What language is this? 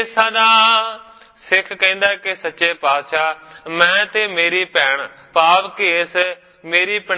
Punjabi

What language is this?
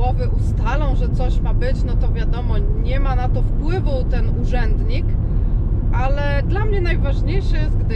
Polish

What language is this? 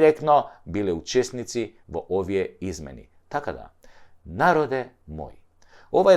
Macedonian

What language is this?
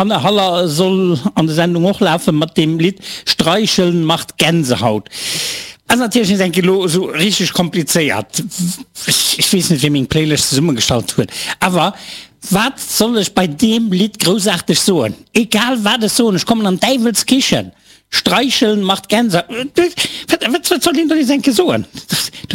Luxembourgish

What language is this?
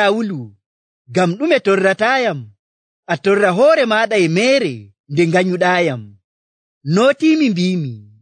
Nigerian Fulfulde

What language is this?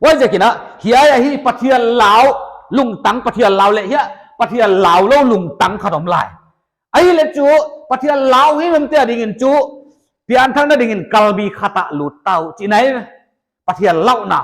Paite Chin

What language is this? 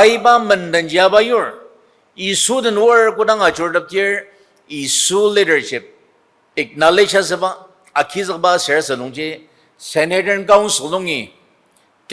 Ao Naga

